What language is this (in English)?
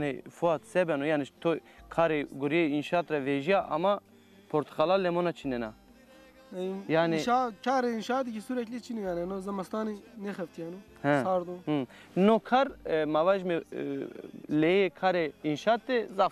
Zaza